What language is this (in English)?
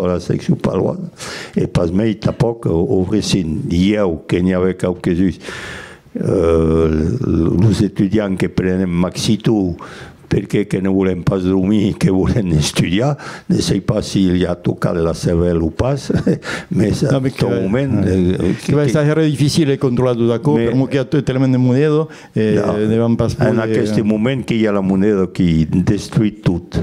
Occitan